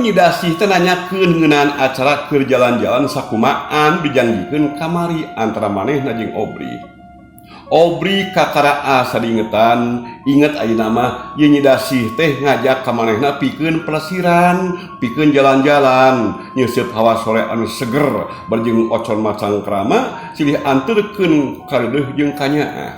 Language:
Sundanese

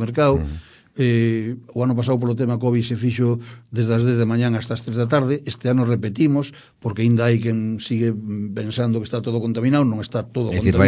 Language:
Galician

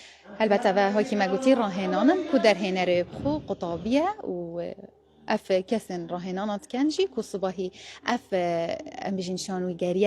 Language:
Kurdish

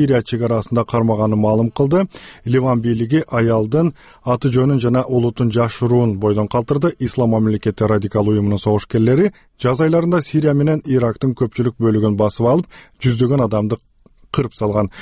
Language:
Kyrgyz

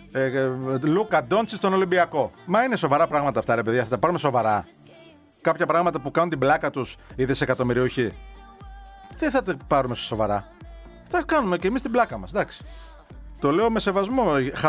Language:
Greek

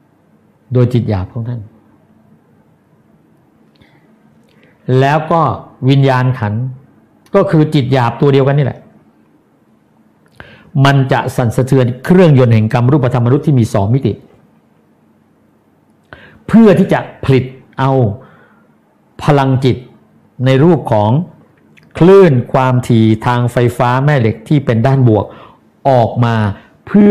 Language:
Thai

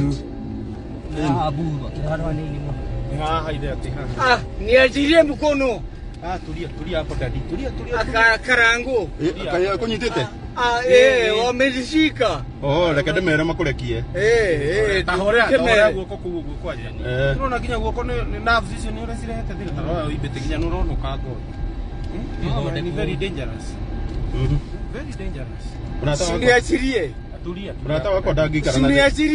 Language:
Kikuyu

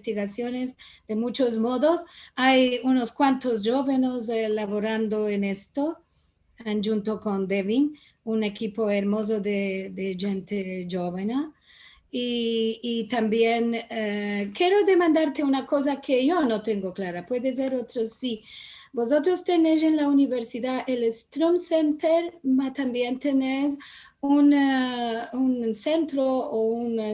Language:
Ladino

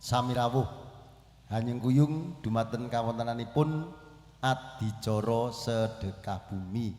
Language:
Javanese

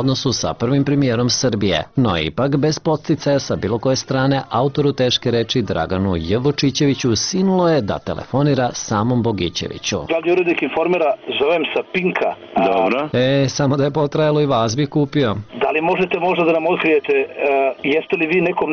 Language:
Serbian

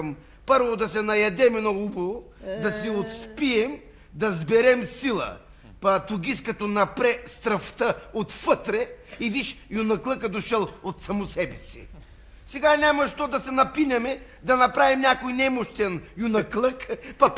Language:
Bulgarian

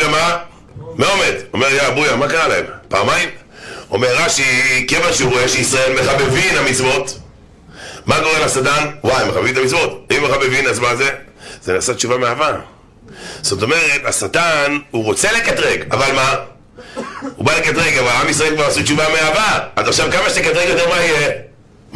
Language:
Hebrew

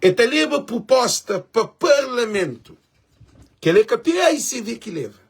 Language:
Kabuverdianu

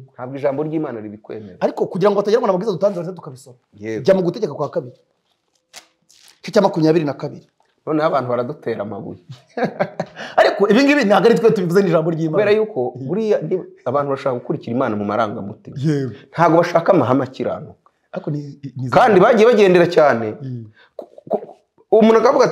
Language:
Kinyarwanda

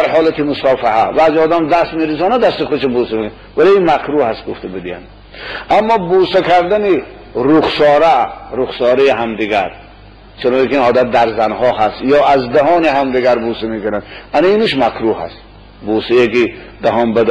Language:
Tajik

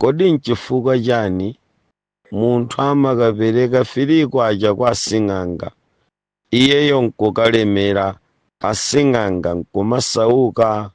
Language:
Nyanja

